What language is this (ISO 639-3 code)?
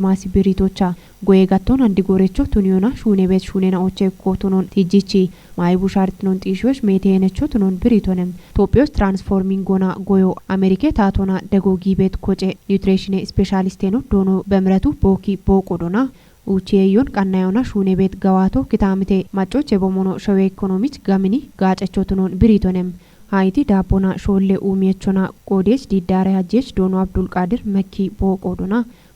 kbr